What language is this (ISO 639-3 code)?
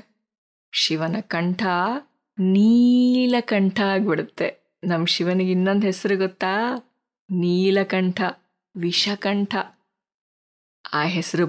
kan